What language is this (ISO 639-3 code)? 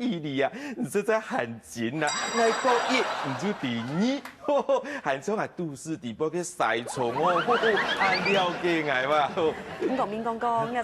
hak